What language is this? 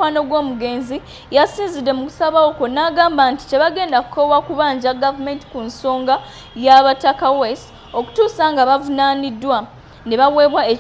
Ganda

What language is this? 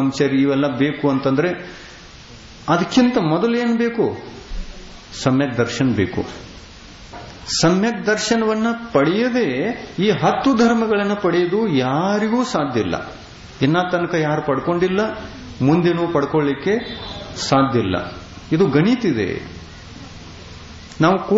Kannada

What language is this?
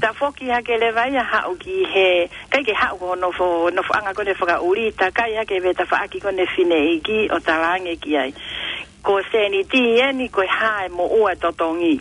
Tongan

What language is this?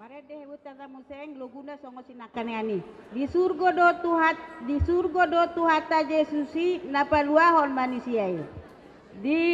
Batak Karo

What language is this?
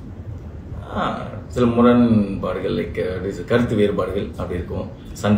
Tamil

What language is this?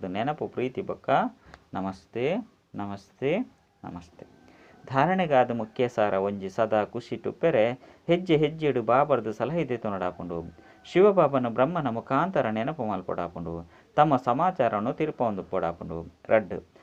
Tulu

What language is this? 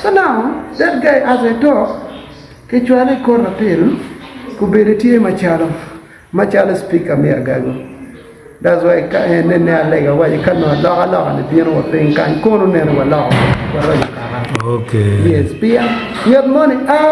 Acoli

